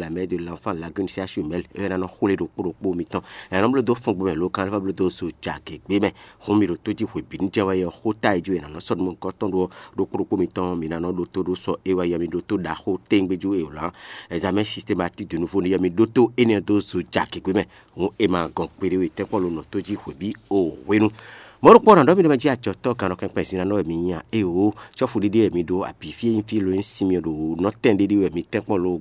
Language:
Fon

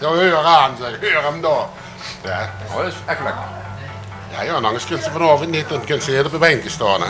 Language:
Limburgish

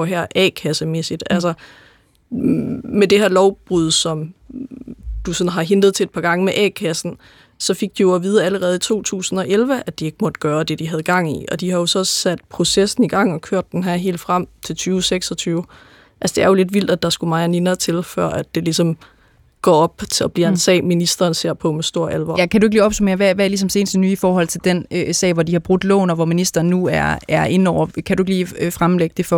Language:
Danish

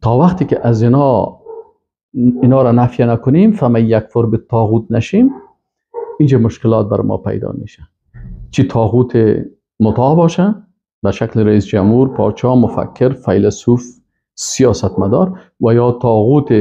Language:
Persian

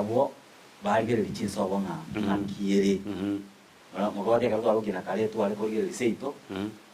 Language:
Gusii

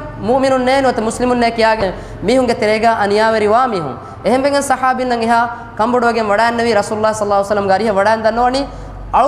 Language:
Divehi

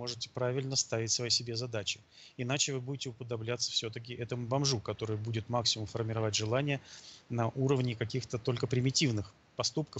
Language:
Russian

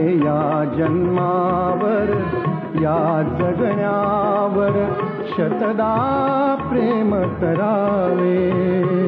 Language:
Marathi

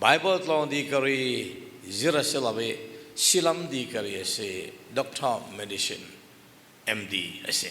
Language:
Falam Chin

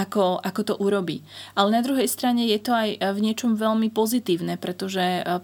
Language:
Slovak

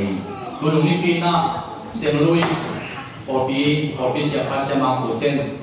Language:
Tedim Chin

